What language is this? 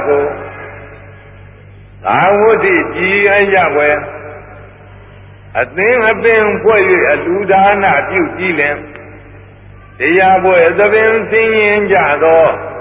Burmese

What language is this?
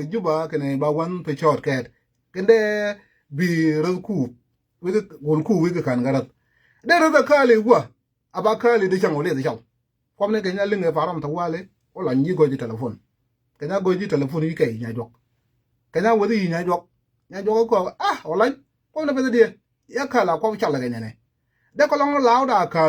Nuer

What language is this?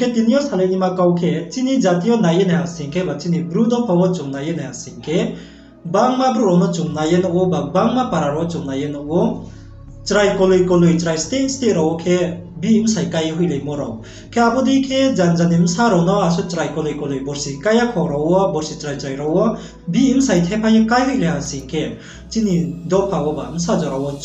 Riang (India)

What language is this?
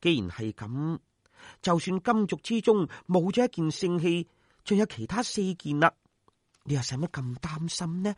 Cantonese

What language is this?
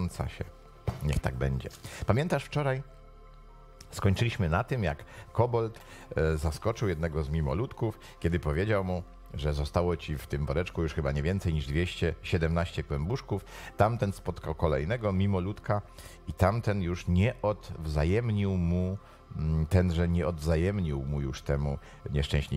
Polish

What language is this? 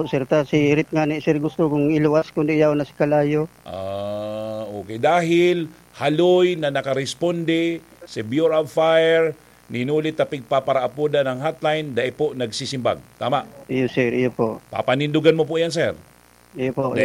Bikol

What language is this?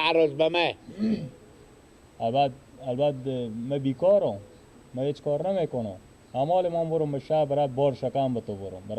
Persian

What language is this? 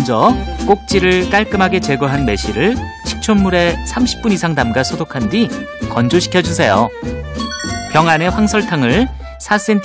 Korean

